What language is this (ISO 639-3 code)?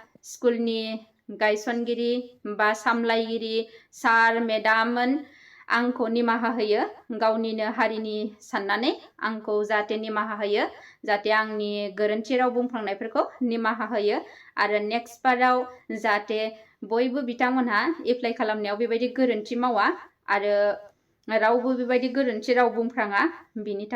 brx